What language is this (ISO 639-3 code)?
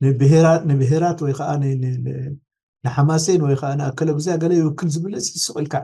tir